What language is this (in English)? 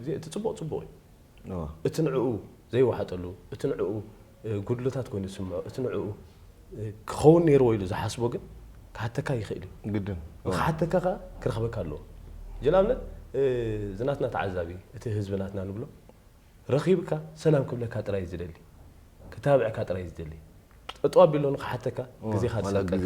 Tigrinya